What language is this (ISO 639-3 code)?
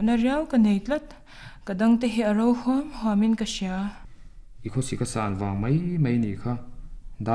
lus